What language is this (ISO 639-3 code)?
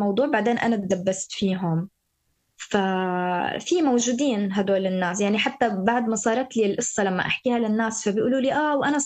apc